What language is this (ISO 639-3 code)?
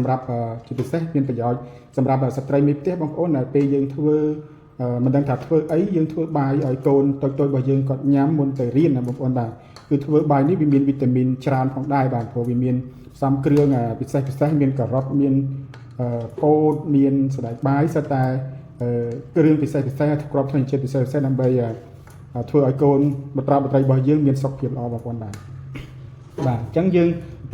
khm